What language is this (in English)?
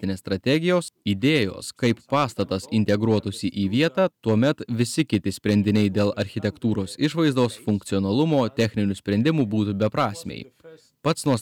Lithuanian